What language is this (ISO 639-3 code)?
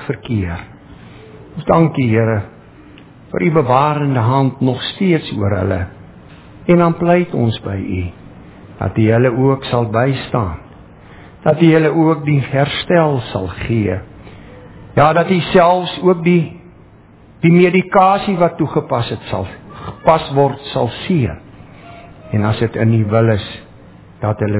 afr